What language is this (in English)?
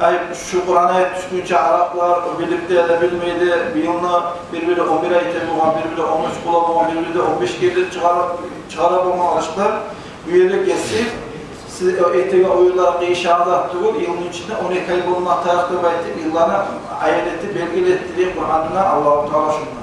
Kumyk